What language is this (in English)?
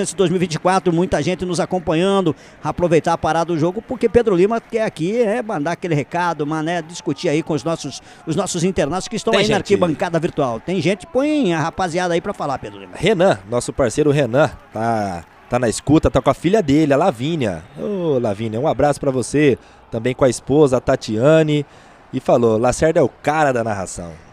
Portuguese